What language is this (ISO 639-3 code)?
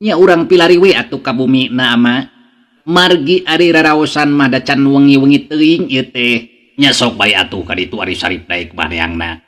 sun